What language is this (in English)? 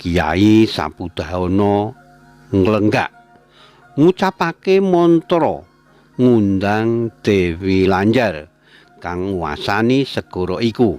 Javanese